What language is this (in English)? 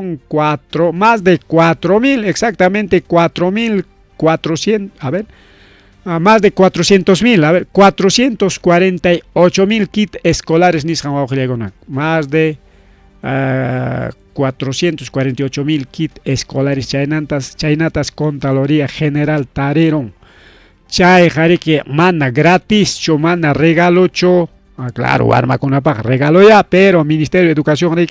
Ayacucho Quechua